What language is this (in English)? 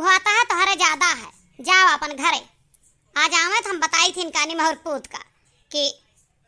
Awadhi